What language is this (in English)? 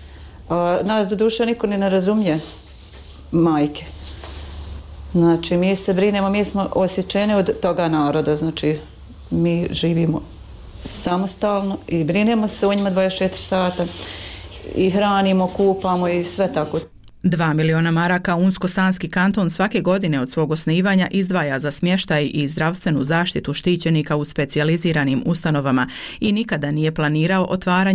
Bosnian